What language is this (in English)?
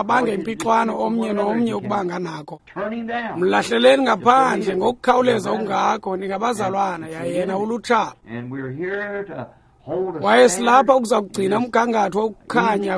Xhosa